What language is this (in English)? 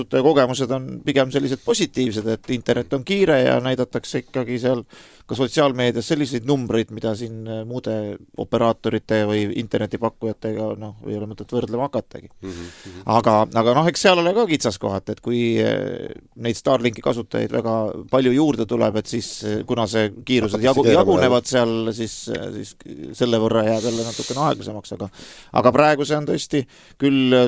Estonian